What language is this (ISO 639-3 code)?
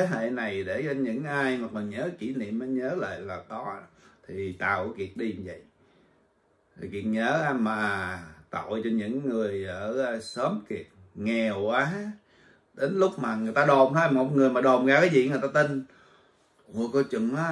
vie